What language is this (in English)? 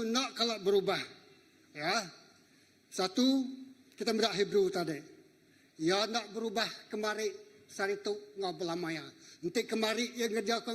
Iban